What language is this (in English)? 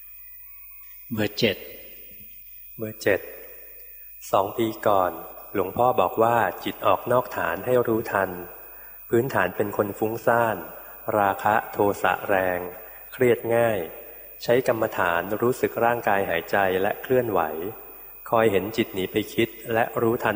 Thai